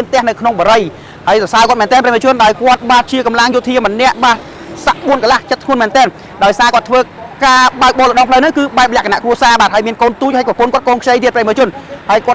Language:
Khmer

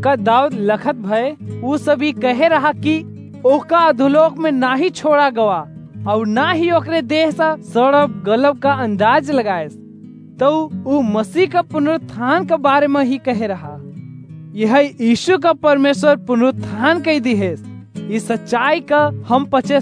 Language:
Awadhi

